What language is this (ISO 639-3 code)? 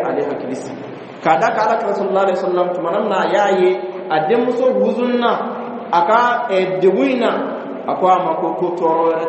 bam